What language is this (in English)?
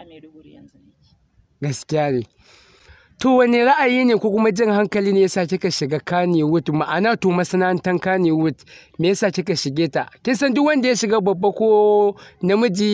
Hausa